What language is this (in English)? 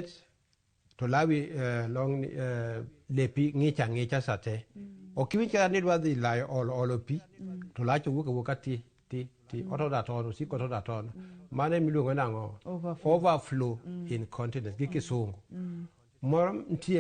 Luo (Kenya and Tanzania)